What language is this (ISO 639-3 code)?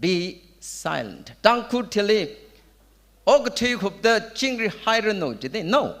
nmf